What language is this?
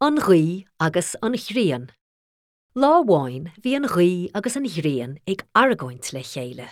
Irish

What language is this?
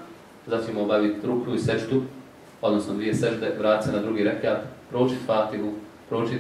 Bosnian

